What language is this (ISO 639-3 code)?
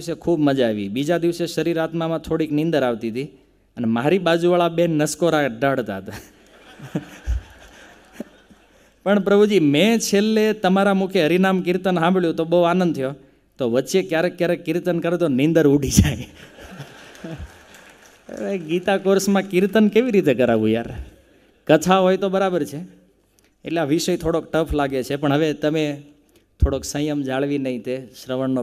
guj